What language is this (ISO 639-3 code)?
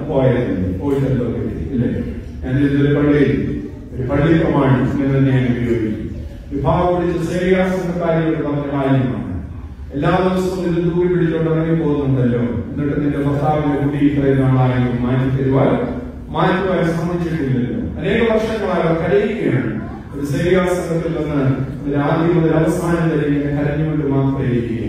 mal